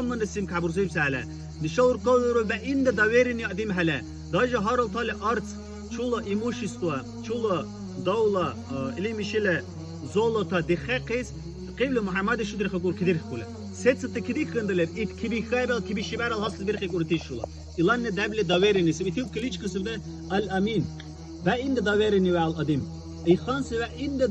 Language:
Dargwa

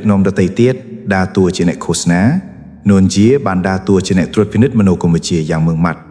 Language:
Khmer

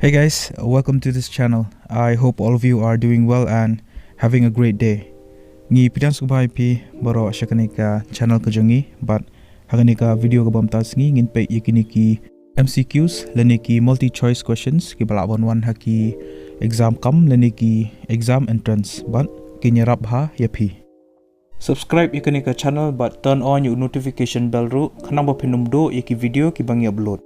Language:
Khasi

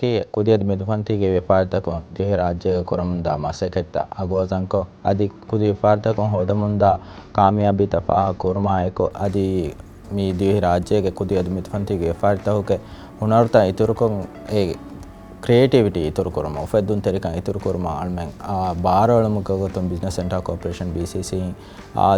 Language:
Divehi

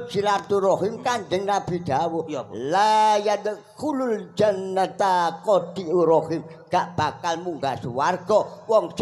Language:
Javanese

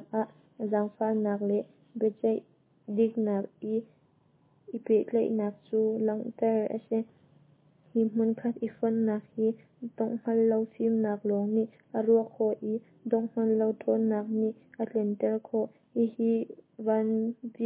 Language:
Hakha Chin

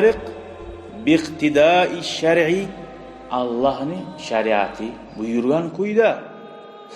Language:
Kumyk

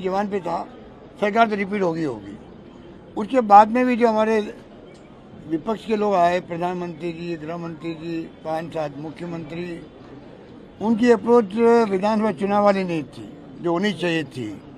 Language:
Hindi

